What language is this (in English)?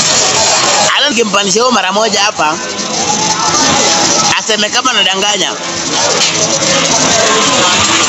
Swahili